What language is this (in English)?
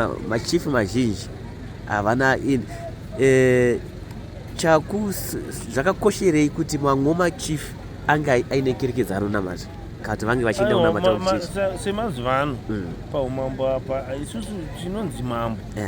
Shona